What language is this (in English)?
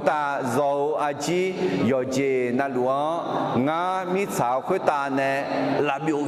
Akha